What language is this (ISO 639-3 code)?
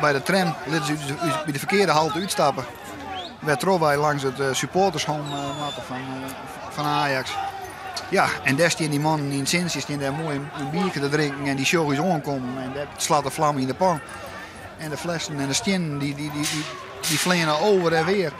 fry